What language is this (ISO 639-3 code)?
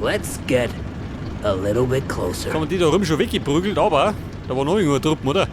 bar